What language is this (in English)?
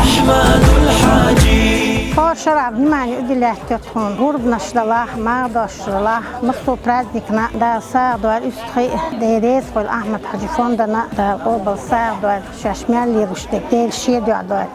Chechen